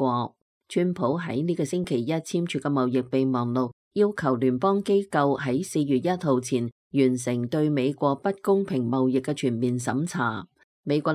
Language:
Cantonese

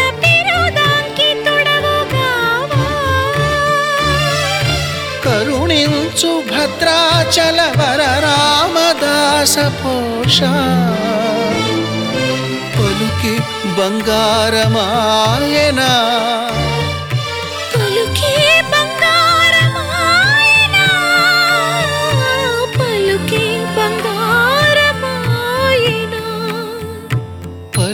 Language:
Telugu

